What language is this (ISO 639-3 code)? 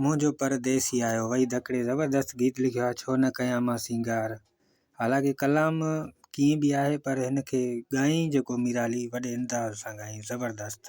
snd